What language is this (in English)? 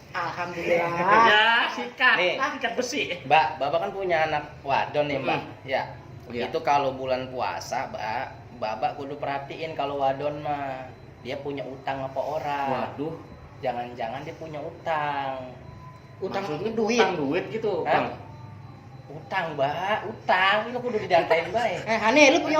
Betawi